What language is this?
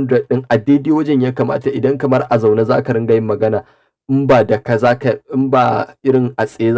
Hausa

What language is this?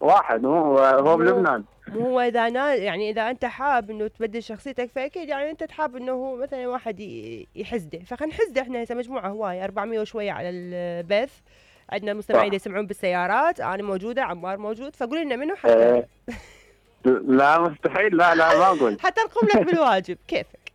Mesopotamian Arabic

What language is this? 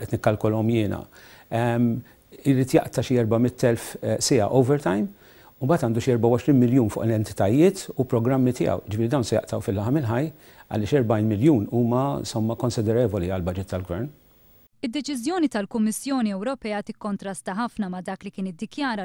Maltese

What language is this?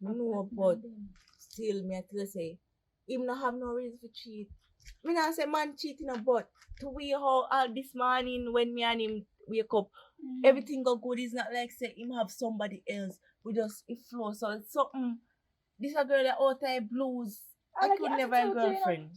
Jamaican Creole English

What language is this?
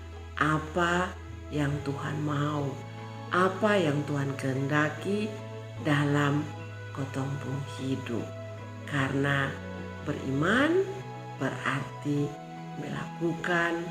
Kupang Malay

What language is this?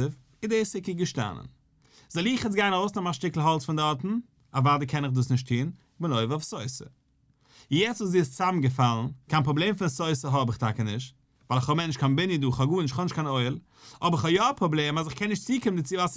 Yiddish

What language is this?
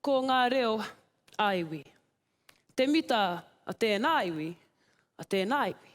Māori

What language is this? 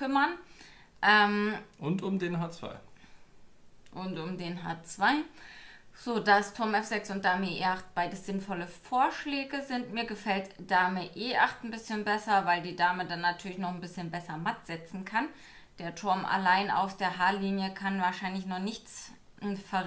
German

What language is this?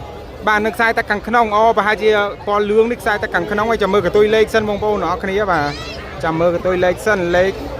Khmer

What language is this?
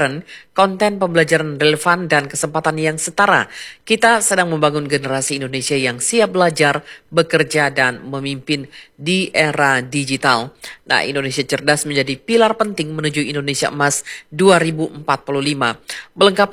Indonesian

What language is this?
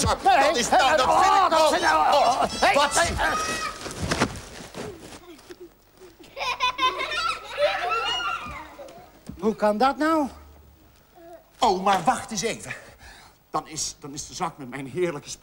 Dutch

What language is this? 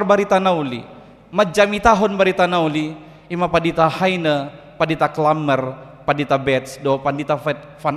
Batak Toba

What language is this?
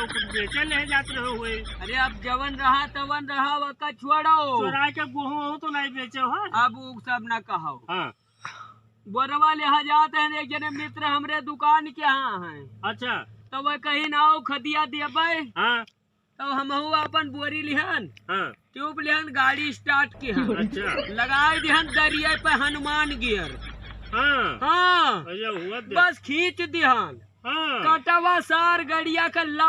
Awadhi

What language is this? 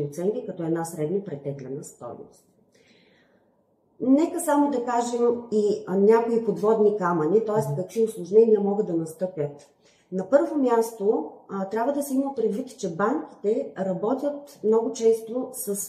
Bulgarian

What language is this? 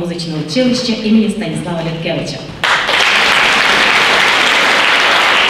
Ukrainian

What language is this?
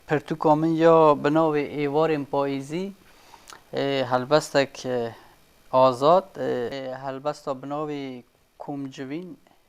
Kurdish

